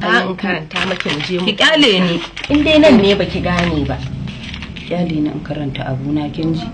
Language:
Hausa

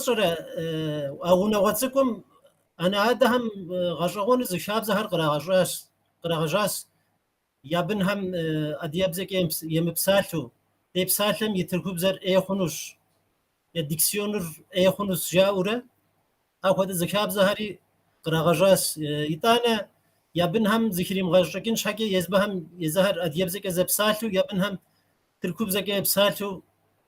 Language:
Kabardian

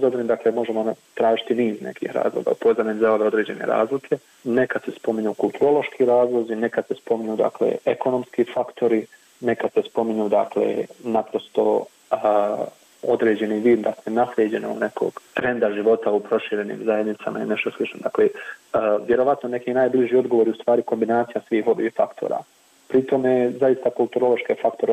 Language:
Bosnian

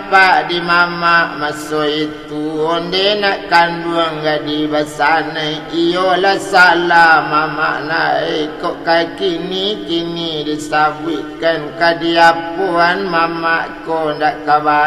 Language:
Minangkabau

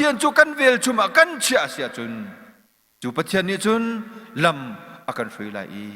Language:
Hakha Chin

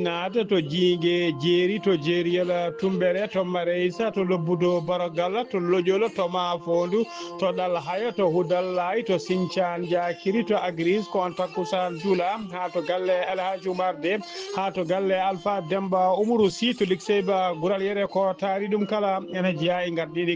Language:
Fula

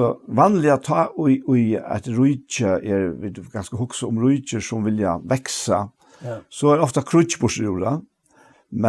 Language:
Faroese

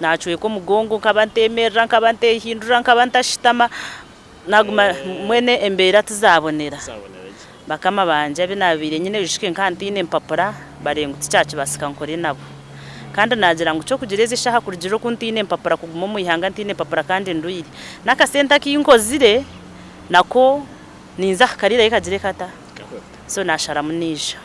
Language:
Nyankole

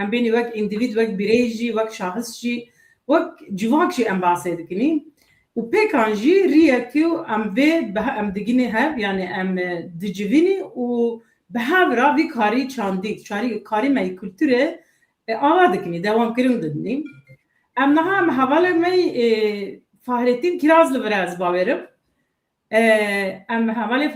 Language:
Kurdish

